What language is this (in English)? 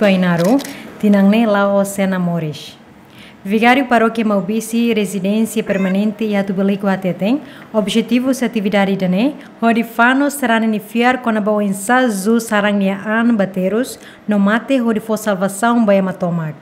Tetum